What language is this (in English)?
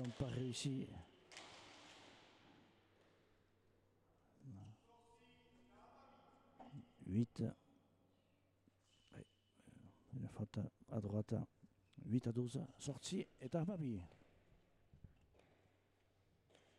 French